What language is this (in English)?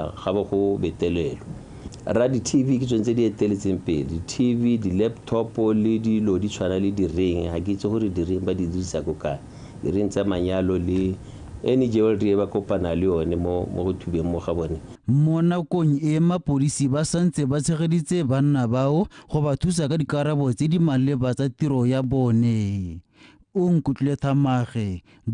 Tswana